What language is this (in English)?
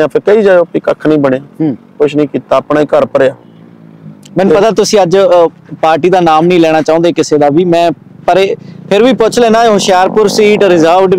Punjabi